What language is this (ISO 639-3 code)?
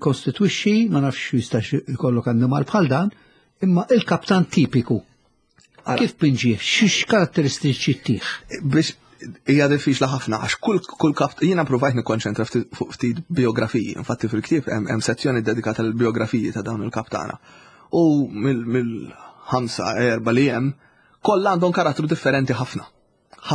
mlt